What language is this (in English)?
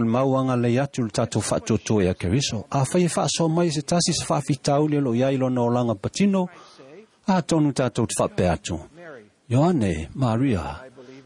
Samoan